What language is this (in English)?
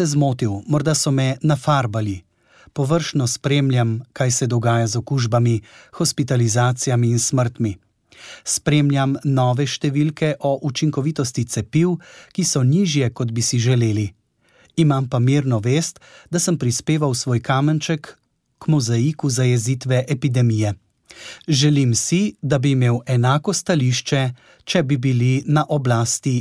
Slovenian